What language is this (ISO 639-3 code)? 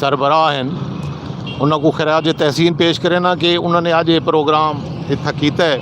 skr